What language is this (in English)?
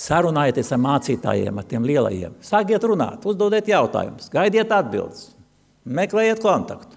Latvian